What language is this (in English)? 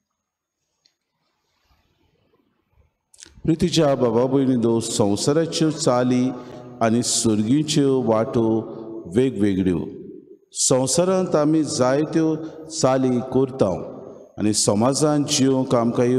Konkani